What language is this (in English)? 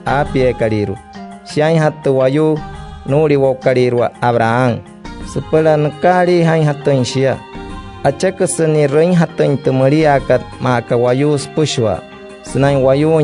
Wayuu